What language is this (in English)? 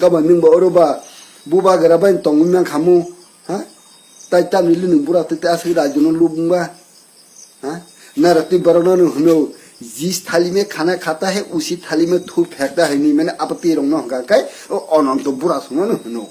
Kok Borok